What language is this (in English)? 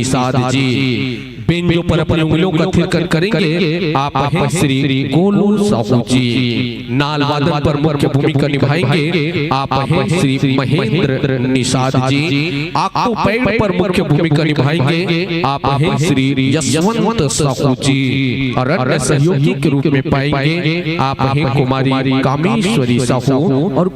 Chhattisgarhi